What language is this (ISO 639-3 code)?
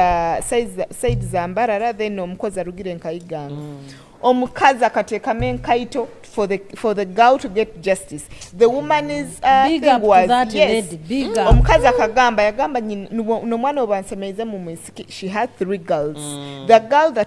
nyo